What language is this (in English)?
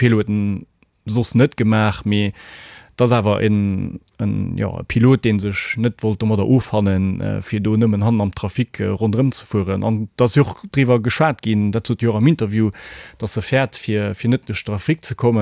Luxembourgish